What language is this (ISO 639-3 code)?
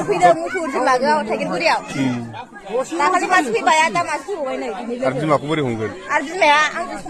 brx